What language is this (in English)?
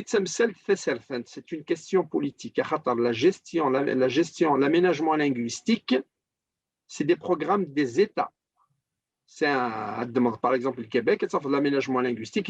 Kabyle